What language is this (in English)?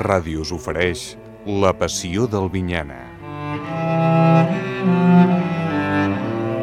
Catalan